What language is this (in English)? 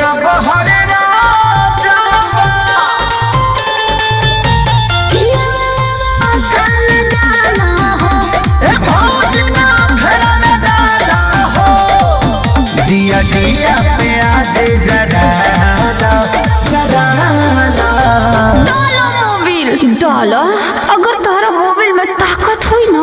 Bhojpuri